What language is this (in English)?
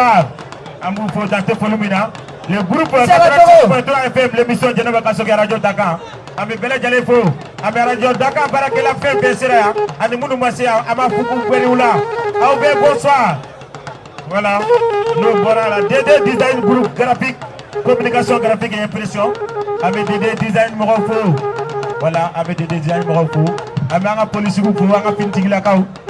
Bambara